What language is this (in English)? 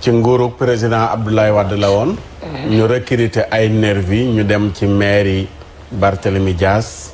Wolof